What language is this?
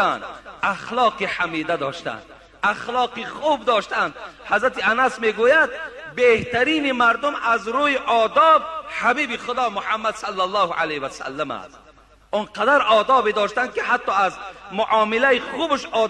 Tajik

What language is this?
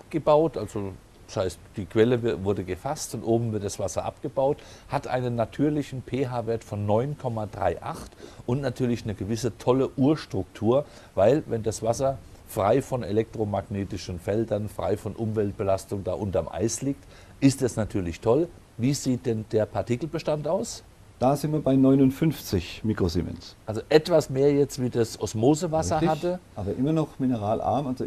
German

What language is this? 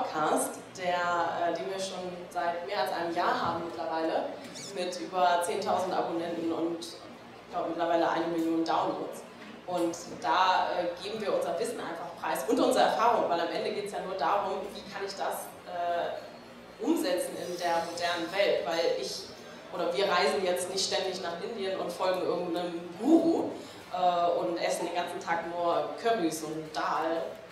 German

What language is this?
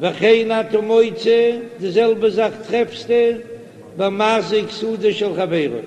Yiddish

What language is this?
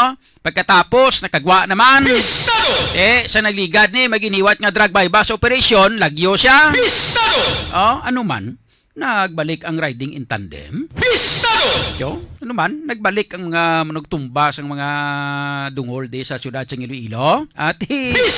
Hiligaynon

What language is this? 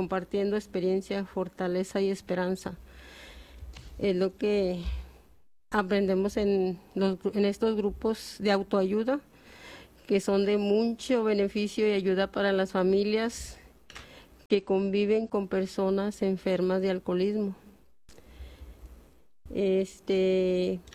Spanish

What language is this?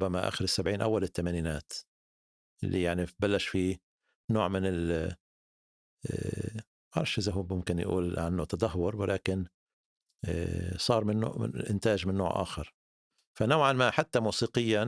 North Levantine Arabic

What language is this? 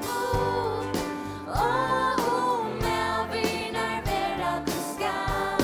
Faroese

